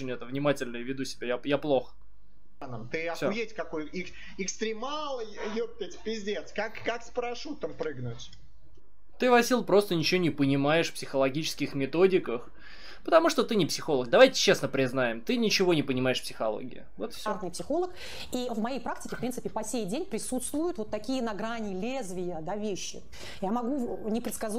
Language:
Russian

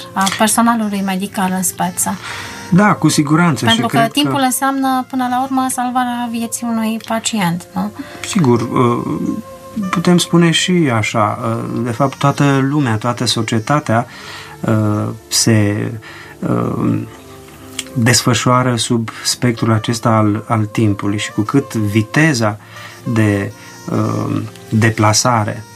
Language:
Romanian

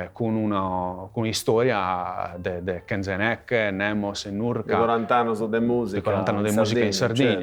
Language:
Sardinian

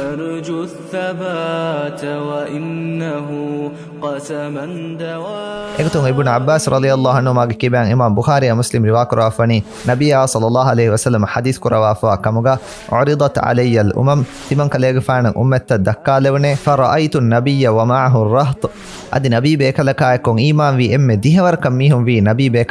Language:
Divehi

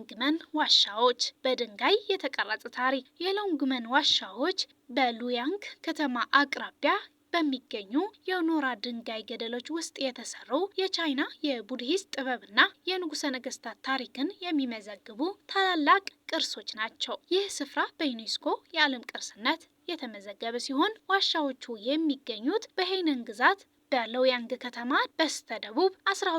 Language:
Amharic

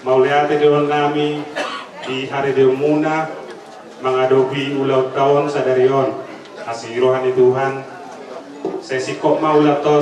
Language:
Batak Toba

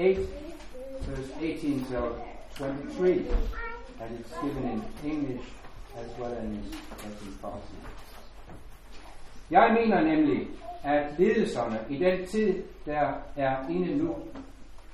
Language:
Danish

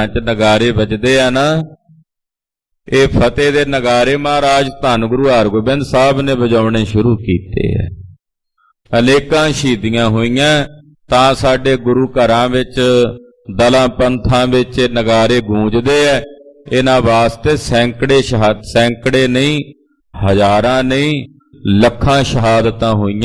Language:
Punjabi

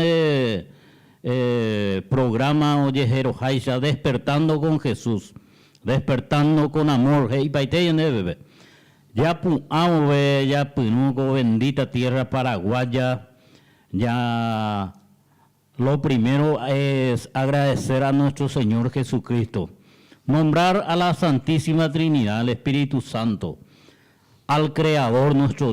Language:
Guarani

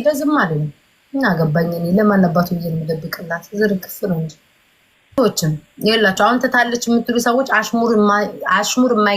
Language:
Amharic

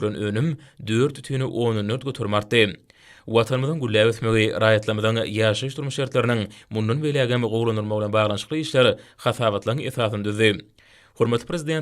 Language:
Turkmen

